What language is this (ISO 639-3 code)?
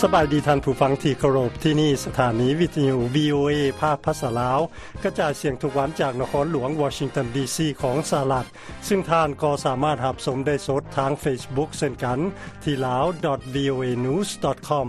lao